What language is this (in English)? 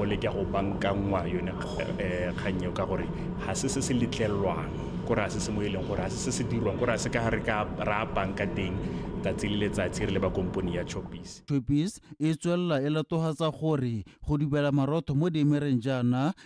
Tswana